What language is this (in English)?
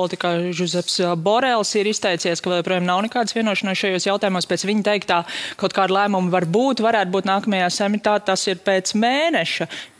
Latvian